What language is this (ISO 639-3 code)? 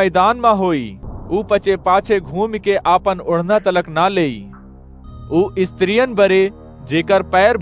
awa